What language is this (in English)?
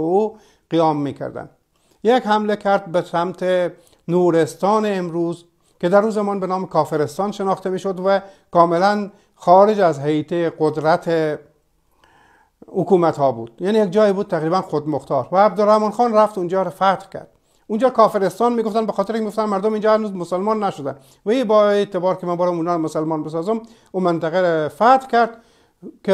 Persian